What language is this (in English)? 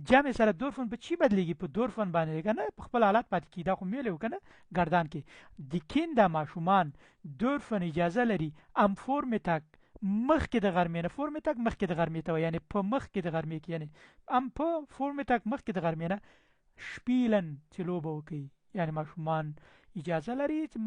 Pashto